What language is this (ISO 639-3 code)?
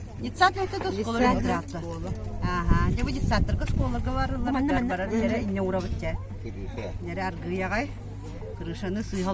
sah